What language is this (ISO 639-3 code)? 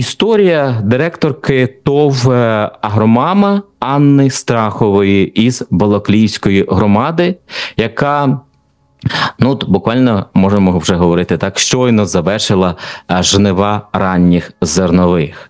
ukr